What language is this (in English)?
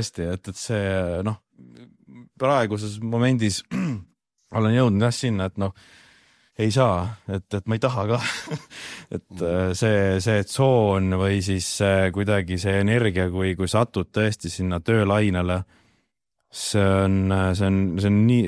Estonian